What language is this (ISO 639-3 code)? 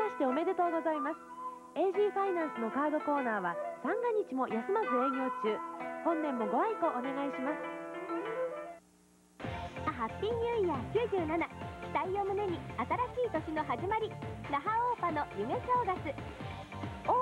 jpn